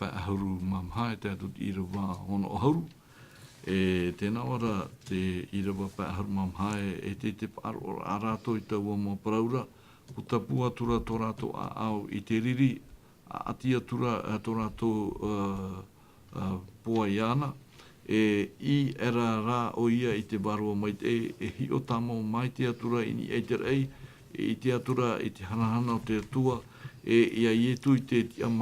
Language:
Tahitian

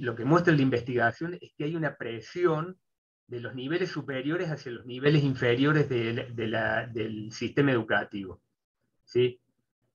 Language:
Spanish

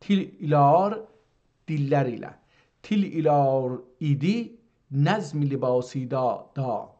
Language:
South Azerbaijani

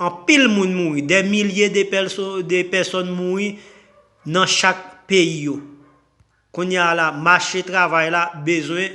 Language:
Haitian Creole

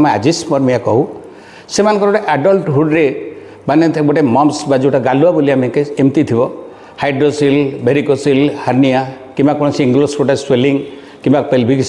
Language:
Odia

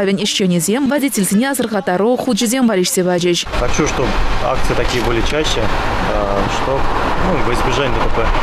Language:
Chuvash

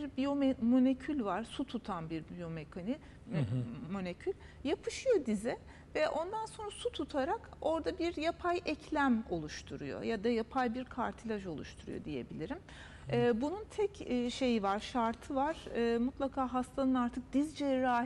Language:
Turkish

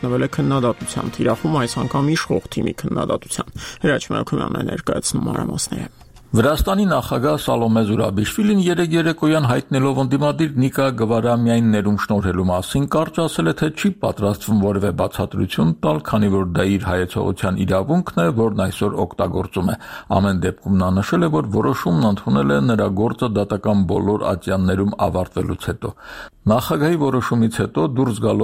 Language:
Armenian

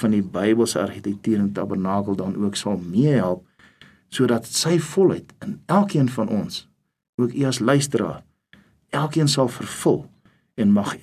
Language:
Afrikaans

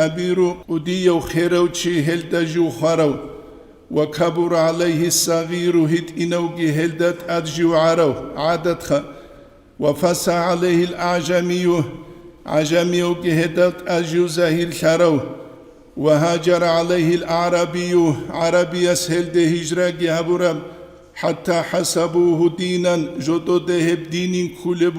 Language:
Avaric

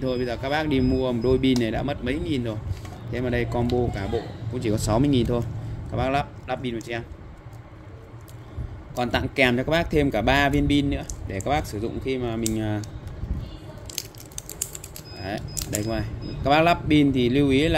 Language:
Vietnamese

